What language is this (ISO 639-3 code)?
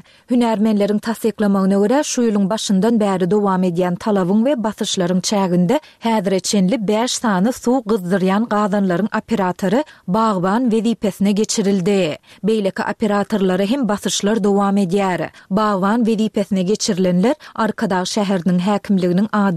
tuk